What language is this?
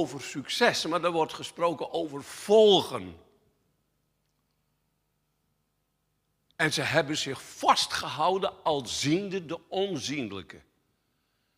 Dutch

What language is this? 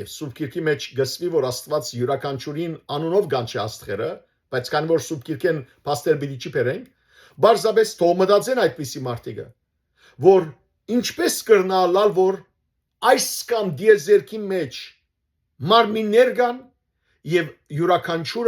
Western Armenian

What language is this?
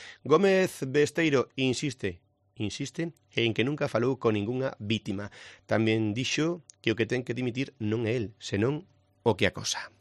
Galician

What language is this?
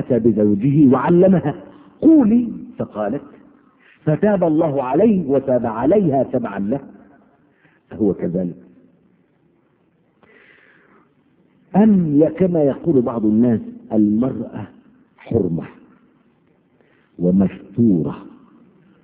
Arabic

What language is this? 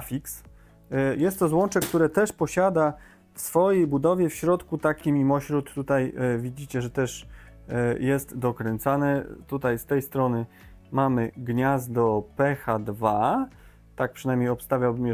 Polish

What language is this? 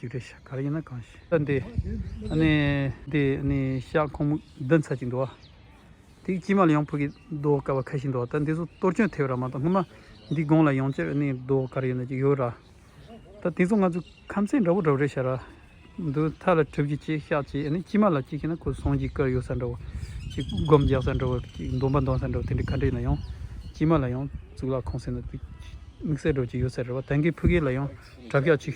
Tibetan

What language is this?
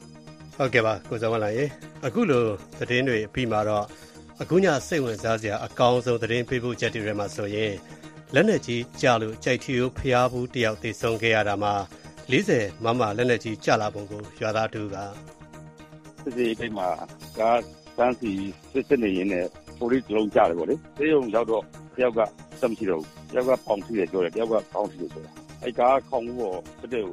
Burmese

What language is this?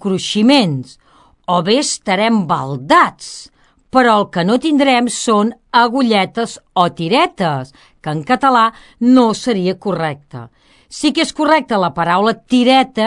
Catalan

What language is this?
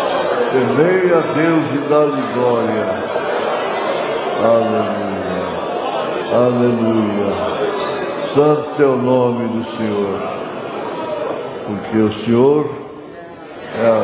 Portuguese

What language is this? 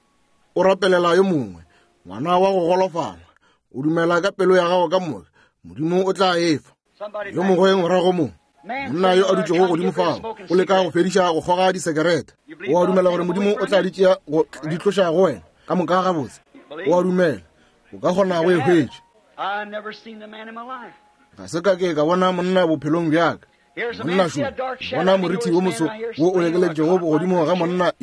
Northern Sotho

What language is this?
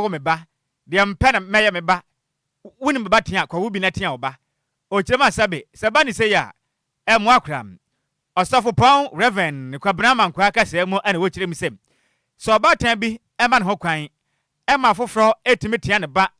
Akan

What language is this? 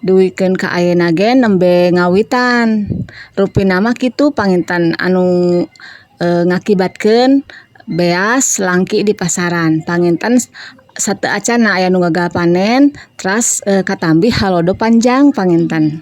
Sundanese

